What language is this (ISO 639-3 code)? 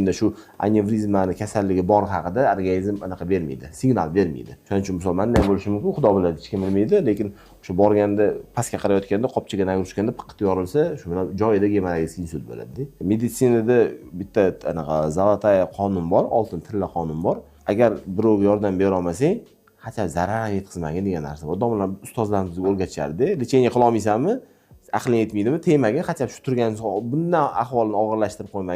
uzb